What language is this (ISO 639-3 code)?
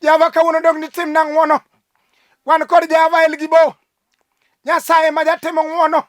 luo